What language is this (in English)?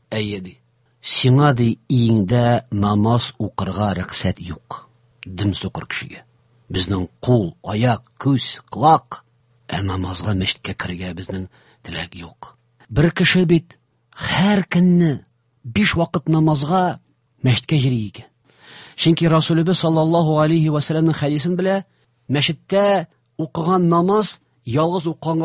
Tatar